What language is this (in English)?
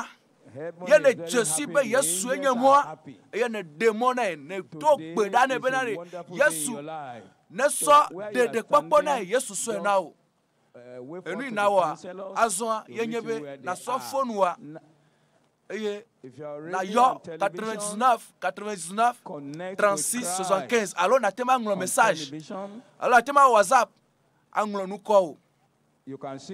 Ewe